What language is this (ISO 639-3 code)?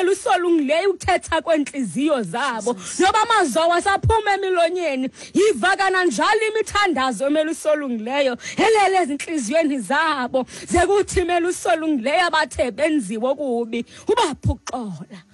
xho